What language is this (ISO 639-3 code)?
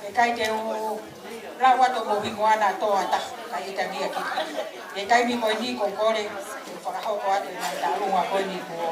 ton